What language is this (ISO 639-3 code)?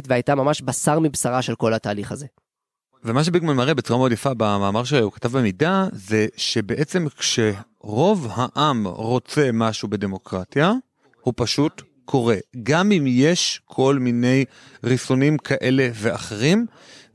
heb